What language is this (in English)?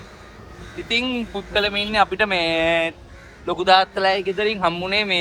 Sinhala